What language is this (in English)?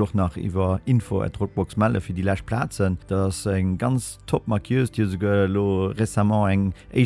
Luxembourgish